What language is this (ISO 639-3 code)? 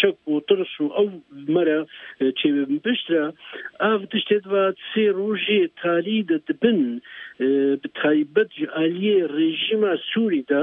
kur